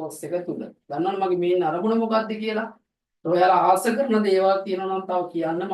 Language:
Sinhala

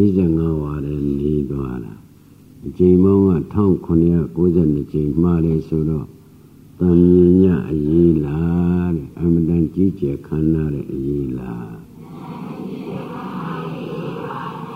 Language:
Burmese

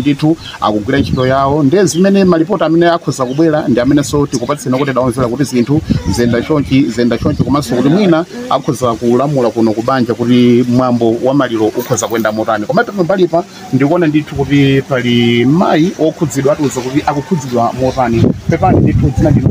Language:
Nyanja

